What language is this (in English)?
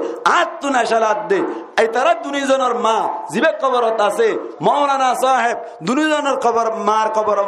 Rohingya